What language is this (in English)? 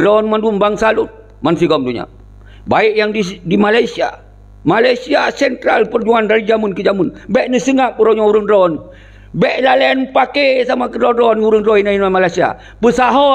Achinese